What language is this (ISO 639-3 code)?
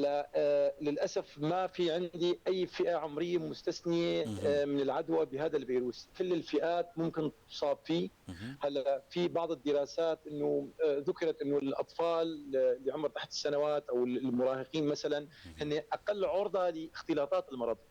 apc